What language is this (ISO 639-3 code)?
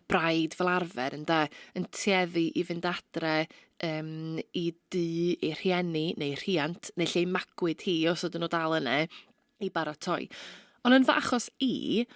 cym